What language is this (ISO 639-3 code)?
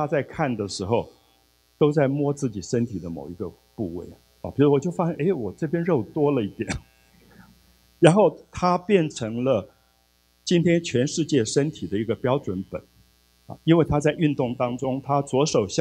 zho